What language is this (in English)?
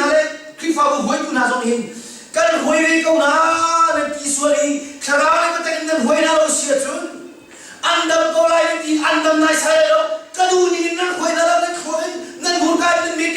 Hakha Chin